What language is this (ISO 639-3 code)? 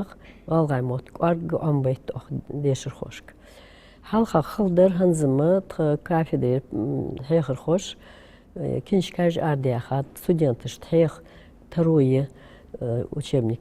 inh